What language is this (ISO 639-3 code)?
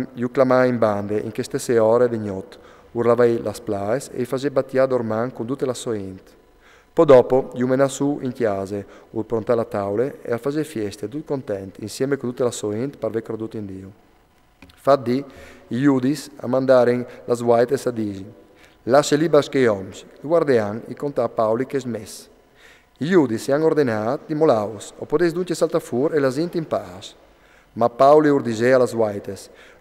fur